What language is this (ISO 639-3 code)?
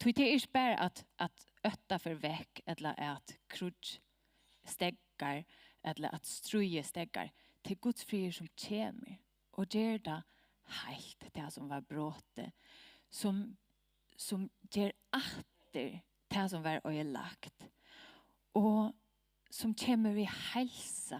fao